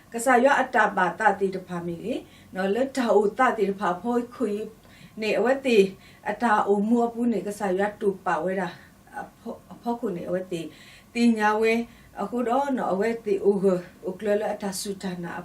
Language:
S'gaw Karen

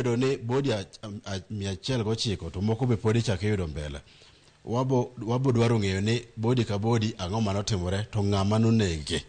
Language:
Luo (Kenya and Tanzania)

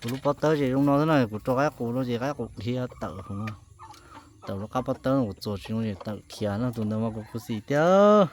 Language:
Hmong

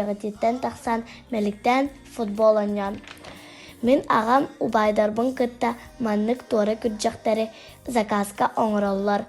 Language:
Yakut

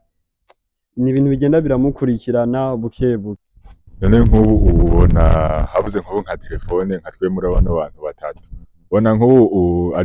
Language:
Rundi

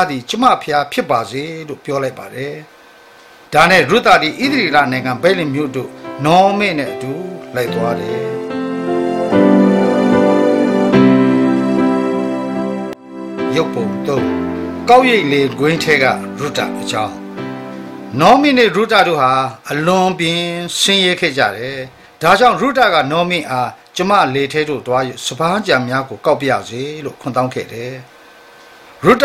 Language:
Burmese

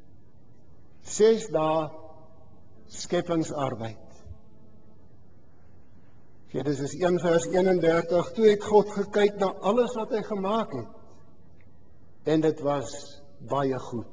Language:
Afrikaans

